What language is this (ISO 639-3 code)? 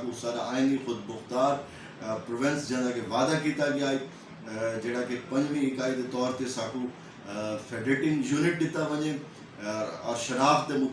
skr